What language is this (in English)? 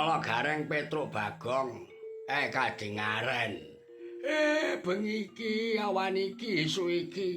Javanese